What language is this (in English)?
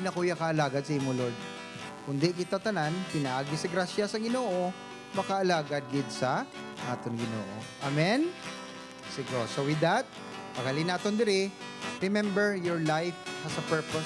Hiligaynon